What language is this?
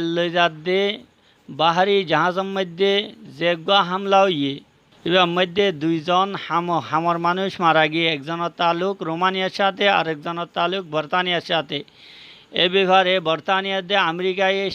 Rohingya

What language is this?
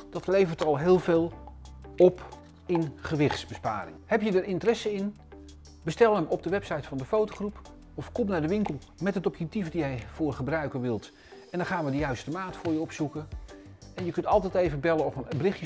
Dutch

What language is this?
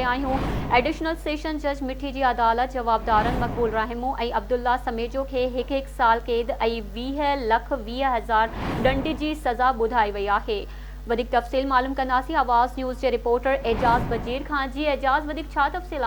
Sindhi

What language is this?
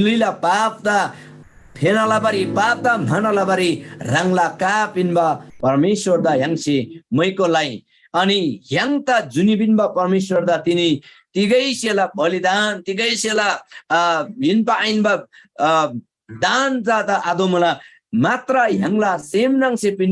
Eastern Tamang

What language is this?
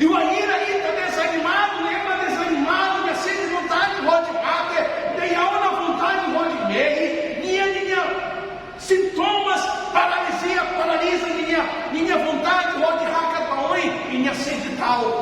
Tetum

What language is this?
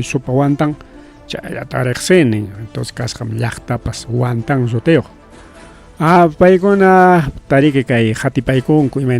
Ayacucho Quechua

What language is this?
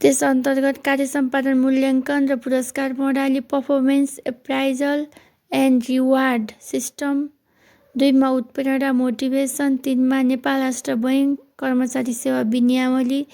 Nepali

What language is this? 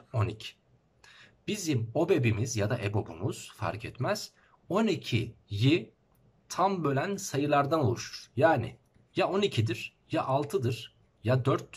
Turkish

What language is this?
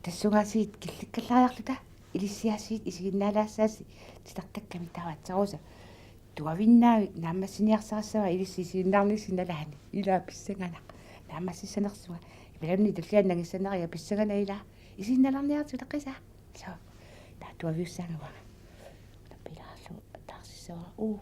Kalaallisut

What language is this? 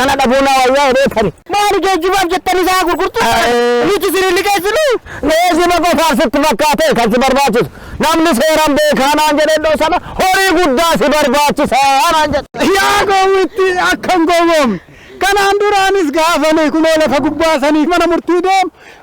Oromo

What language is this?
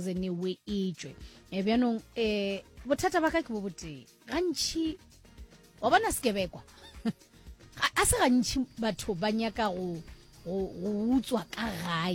Northern Sotho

